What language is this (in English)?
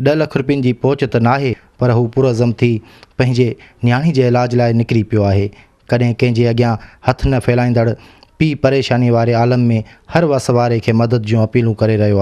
Sindhi